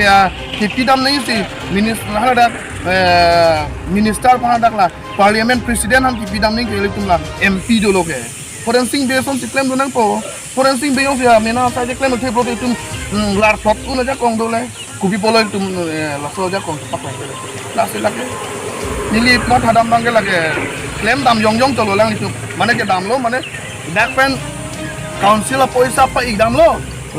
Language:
Karbi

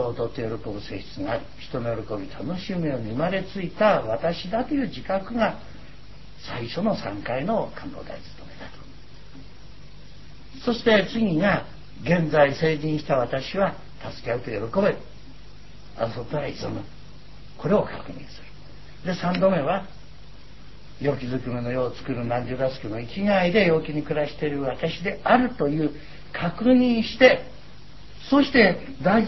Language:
Japanese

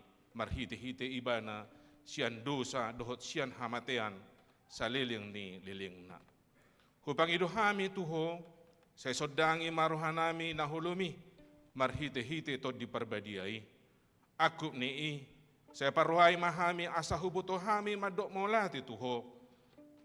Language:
Batak Toba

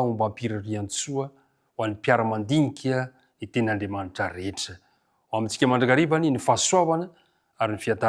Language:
Malagasy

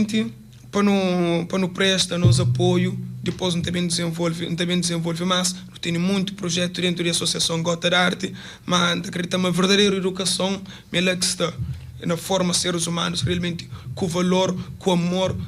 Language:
Kabuverdianu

